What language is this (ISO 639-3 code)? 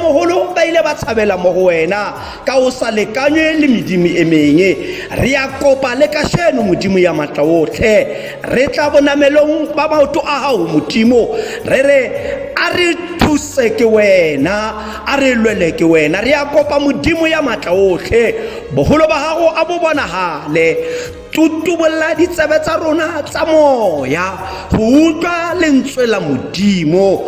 tsn